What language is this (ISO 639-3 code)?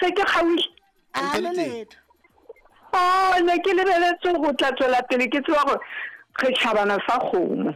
sot